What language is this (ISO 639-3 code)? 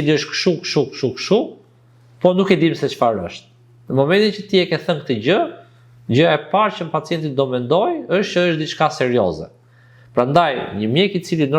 sqi